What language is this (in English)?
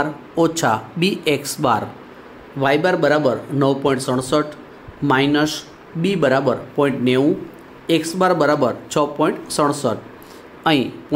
Gujarati